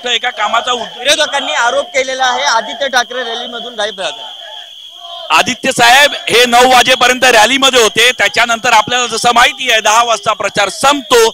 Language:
Marathi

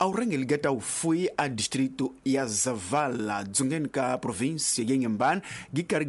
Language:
Tsonga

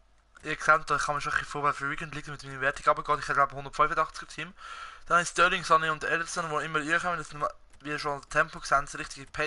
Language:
Swiss German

